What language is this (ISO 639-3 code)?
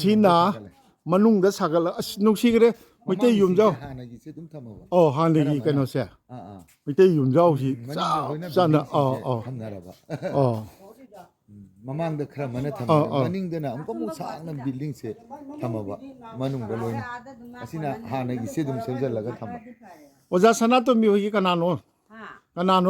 mni